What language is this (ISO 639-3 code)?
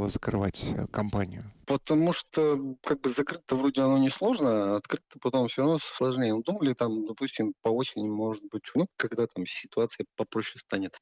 rus